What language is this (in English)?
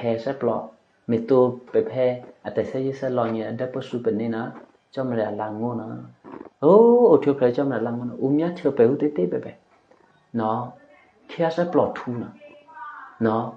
Eastern Kayah